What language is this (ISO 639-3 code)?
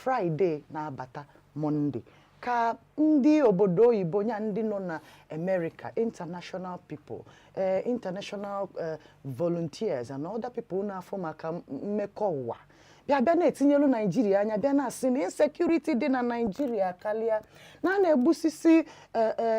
ibo